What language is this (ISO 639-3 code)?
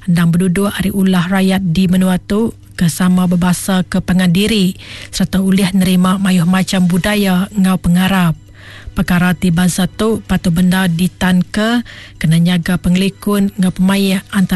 iba